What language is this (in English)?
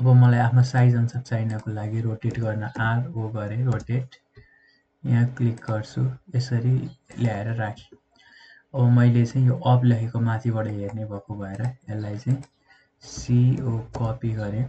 Nepali